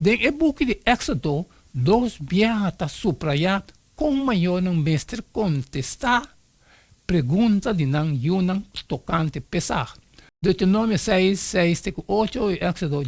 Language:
Papiamento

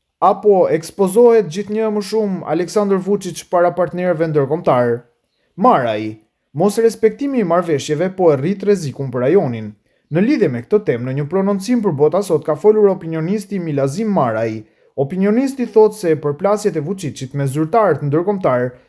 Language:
Albanian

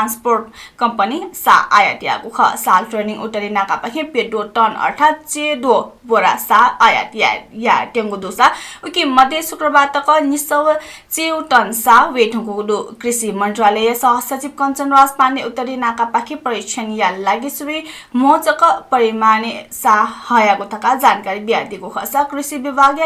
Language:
Newari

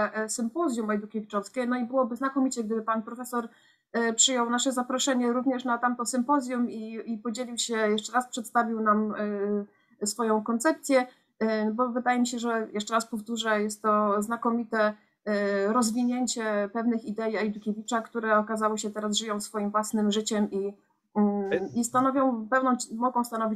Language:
Polish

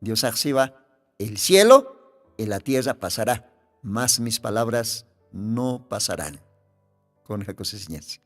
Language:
Aymara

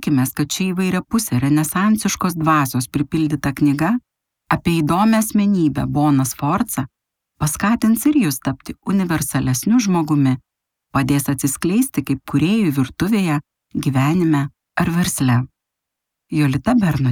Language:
Lithuanian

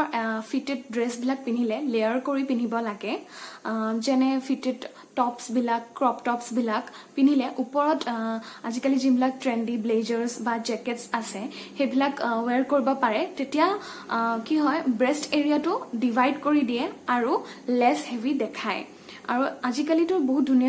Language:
Assamese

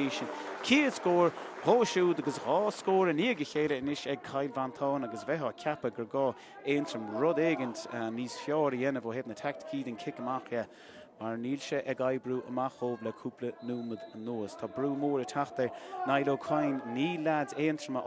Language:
Irish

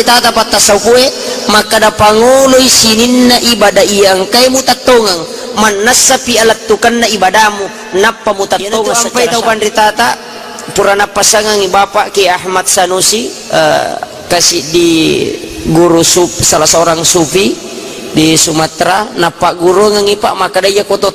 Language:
Buginese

